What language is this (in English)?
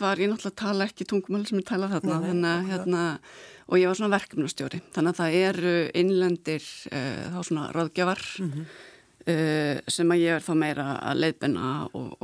Icelandic